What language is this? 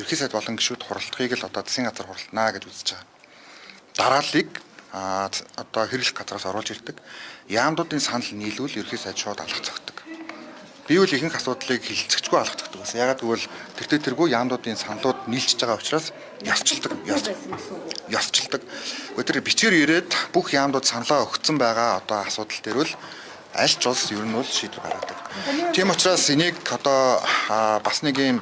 Mongolian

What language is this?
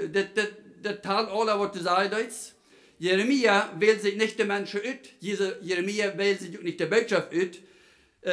Plautdietsch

